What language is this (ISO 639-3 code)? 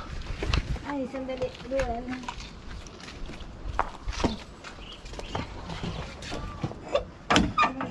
fil